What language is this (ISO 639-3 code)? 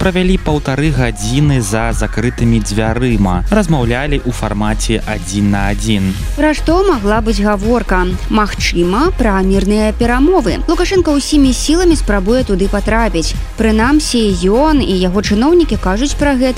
bel